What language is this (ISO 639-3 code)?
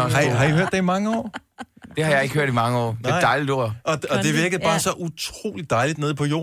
dan